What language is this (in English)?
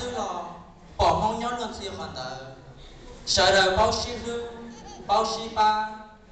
Hmong